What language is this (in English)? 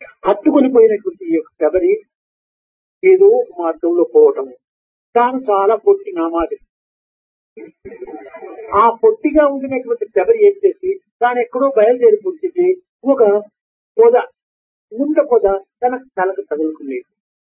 Telugu